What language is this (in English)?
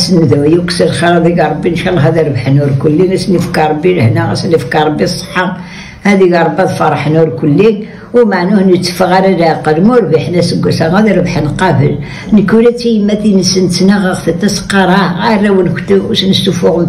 Kabyle